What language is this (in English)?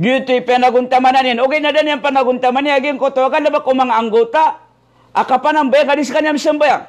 Maranao